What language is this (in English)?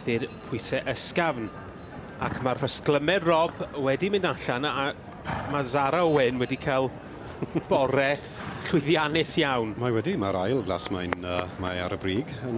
Welsh